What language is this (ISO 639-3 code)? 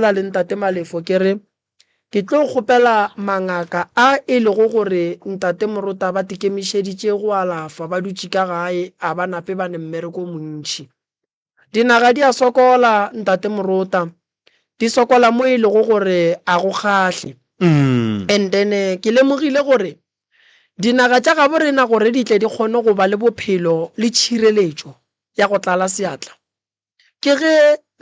nso